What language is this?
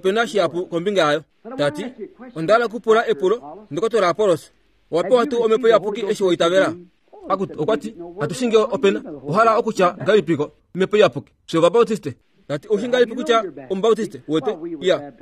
Kuanyama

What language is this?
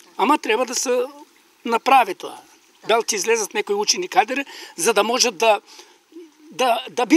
Macedonian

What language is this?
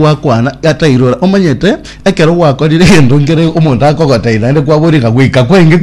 Gusii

